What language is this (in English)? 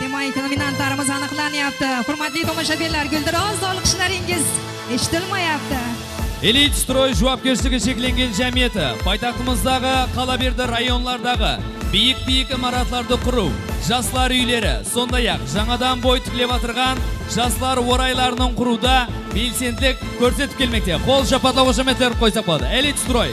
Kara-Kalpak